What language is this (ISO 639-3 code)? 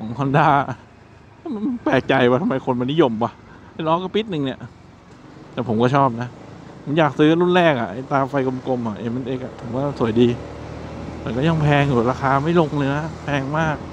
tha